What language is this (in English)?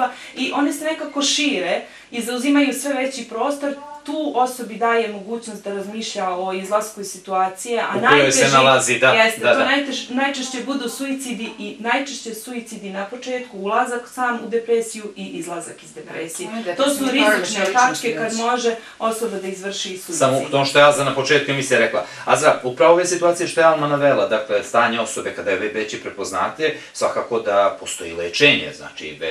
Bosnian